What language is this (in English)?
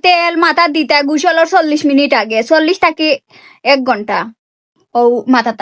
Sylheti